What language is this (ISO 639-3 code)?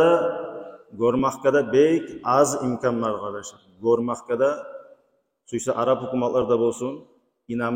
kum